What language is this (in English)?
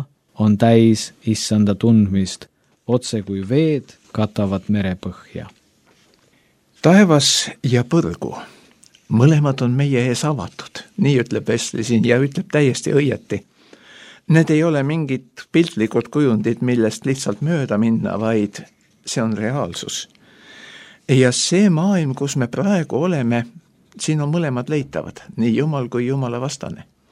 Estonian